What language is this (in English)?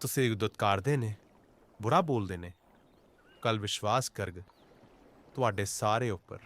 Dogri